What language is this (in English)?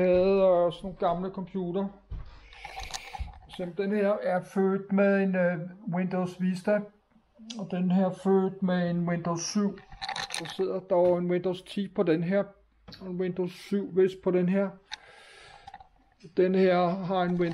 Danish